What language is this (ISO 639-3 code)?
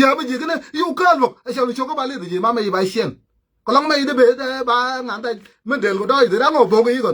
nus